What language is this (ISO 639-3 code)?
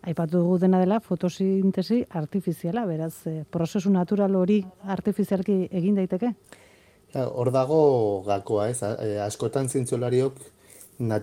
eus